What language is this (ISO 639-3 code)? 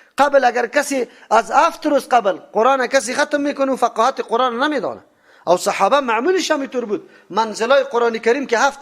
fas